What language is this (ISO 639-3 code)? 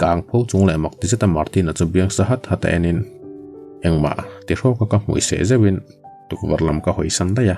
lus